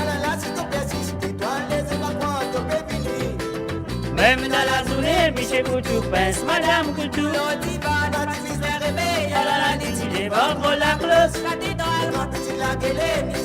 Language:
Morisyen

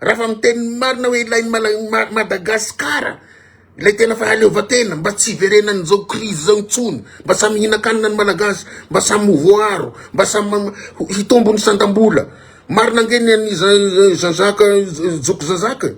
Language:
Malagasy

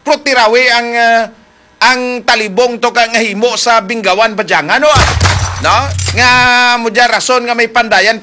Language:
Hiligaynon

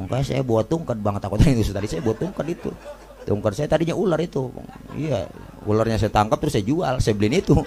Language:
Betawi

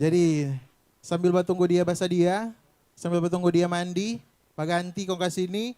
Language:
Manado Malay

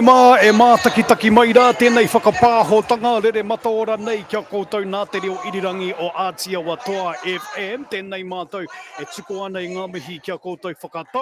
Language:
Māori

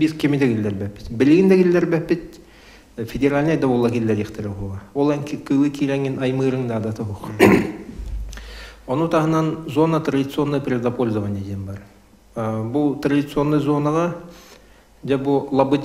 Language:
Yakut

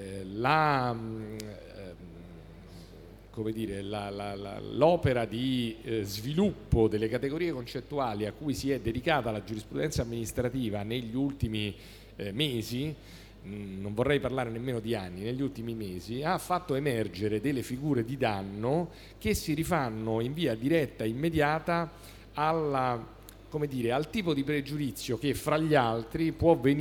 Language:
Italian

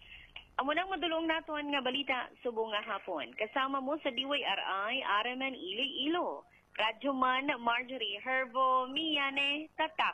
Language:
Hiligaynon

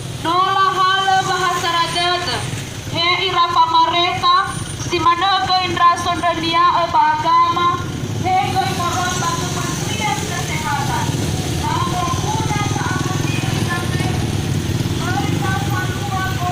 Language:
Nias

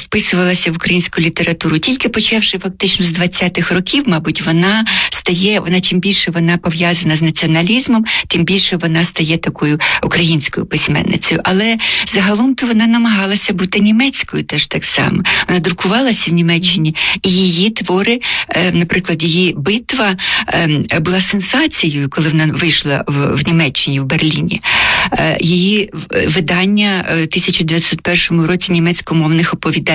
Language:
Ukrainian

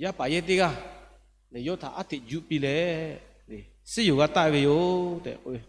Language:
Lahu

